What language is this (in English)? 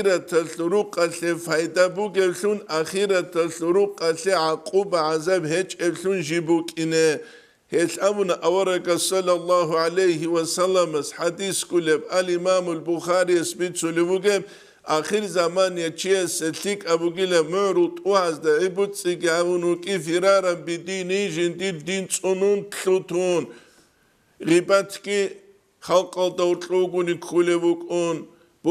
Avaric